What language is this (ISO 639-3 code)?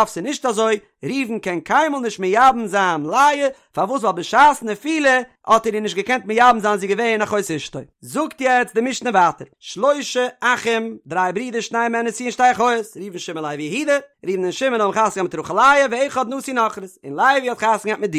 yid